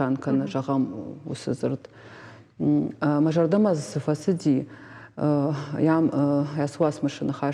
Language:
Ossetic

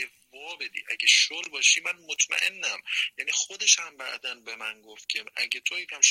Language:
Persian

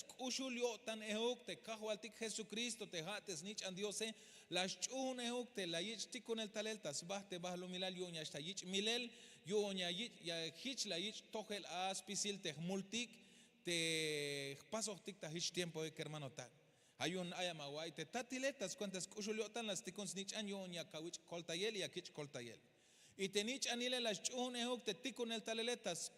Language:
Tzeltal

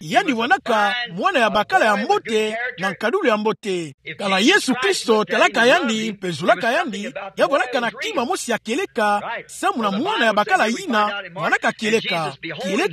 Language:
Kituba (Democratic Republic of Congo)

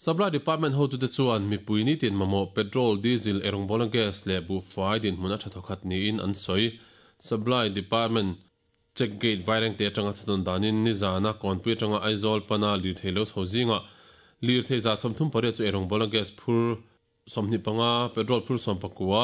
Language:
Mizo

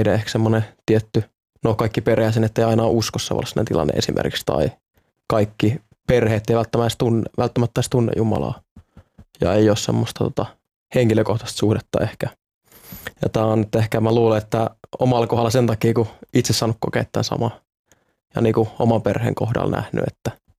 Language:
Finnish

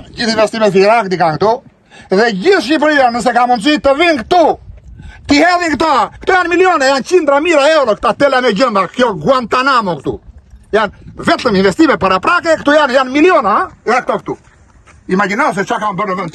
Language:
Albanian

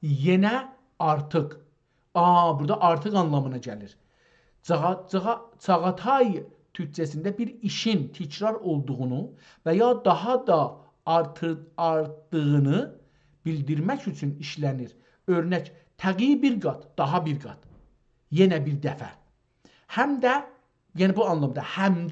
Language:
South Azerbaijani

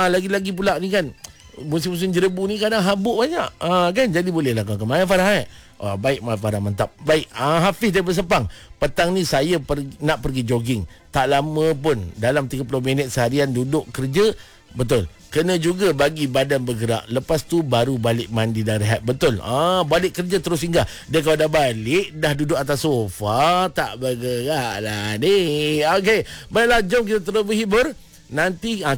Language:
Malay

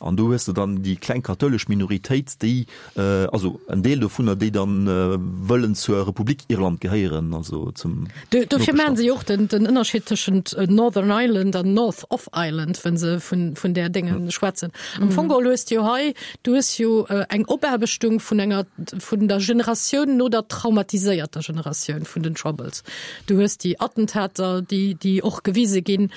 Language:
Luxembourgish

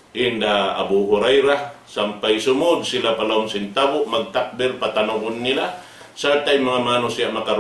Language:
Tausug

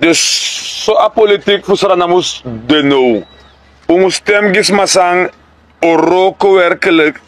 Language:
Sranan Tongo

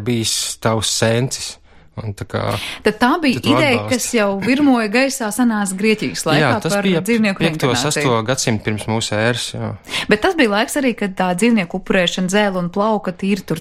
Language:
Latvian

